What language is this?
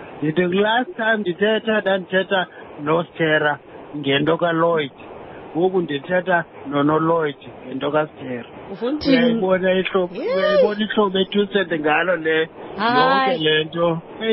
Xhosa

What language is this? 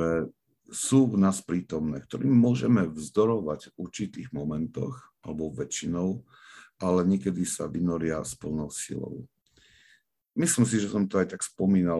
Slovak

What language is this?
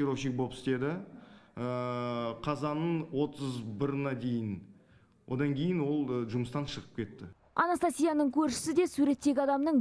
Kazakh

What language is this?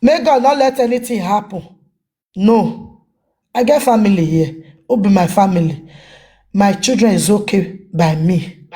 Nigerian Pidgin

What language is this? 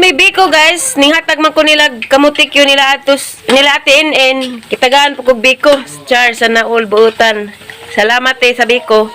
Cebuano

